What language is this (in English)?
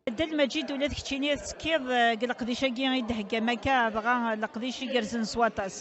Kabyle